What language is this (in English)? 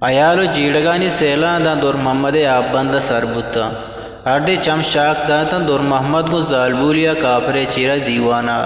Eastern Balochi